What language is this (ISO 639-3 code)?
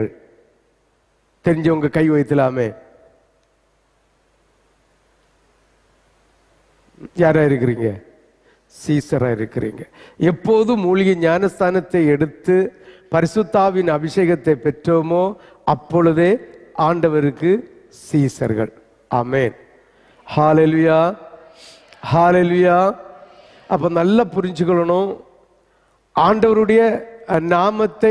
tam